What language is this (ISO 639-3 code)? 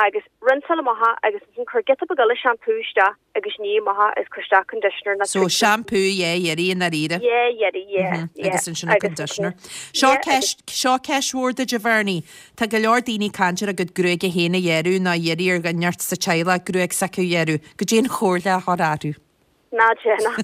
gle